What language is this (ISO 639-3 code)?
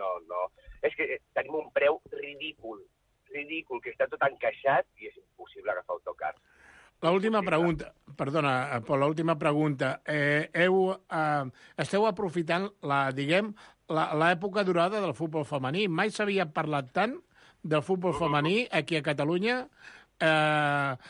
cat